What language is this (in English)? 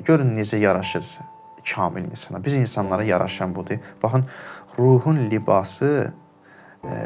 Azerbaijani